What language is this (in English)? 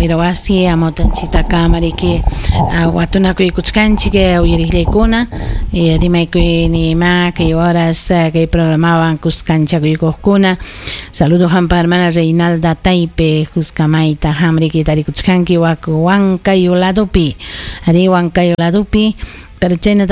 Ayacucho Quechua